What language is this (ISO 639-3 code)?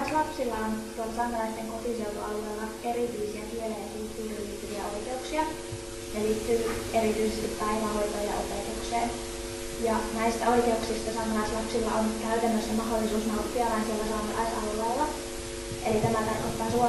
fin